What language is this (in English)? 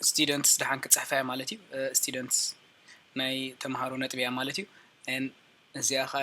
Tigrinya